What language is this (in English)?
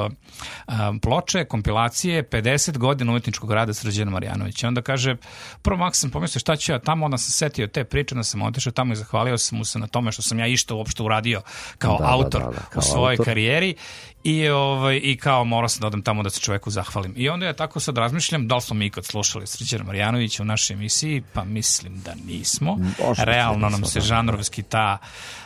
Serbian